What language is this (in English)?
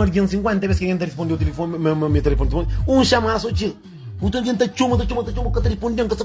Kabuverdianu